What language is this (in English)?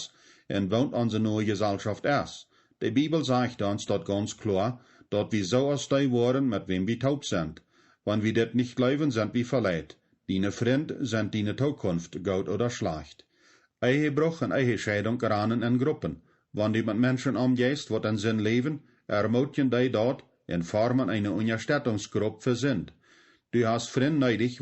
Plautdietsch